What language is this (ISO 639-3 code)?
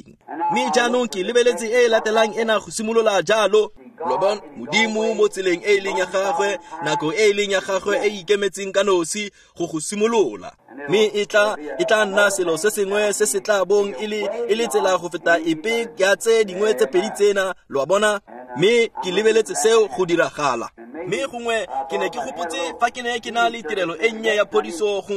tsn